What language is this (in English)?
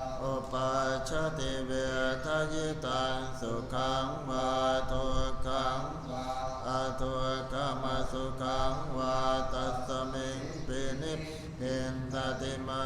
Pali